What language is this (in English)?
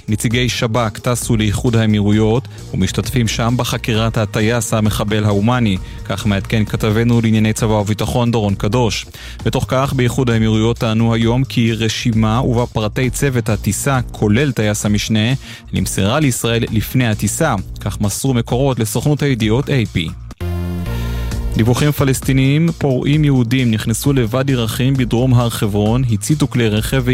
Hebrew